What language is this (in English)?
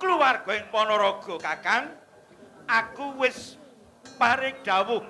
Javanese